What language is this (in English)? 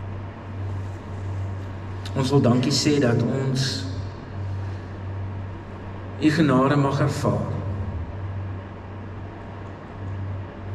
Afrikaans